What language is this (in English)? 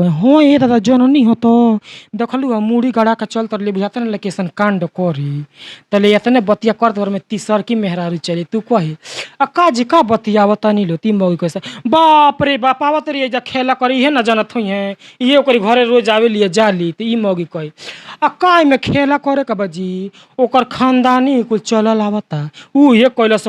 Bhojpuri